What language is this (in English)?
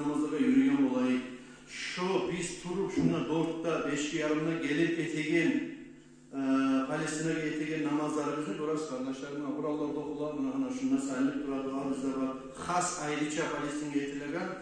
Kumyk